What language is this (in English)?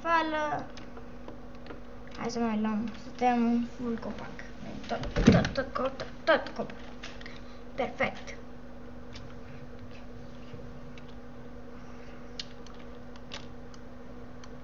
Romanian